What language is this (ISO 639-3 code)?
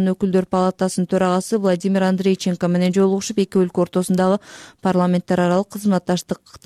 kir